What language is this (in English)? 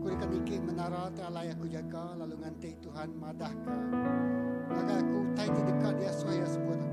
Iban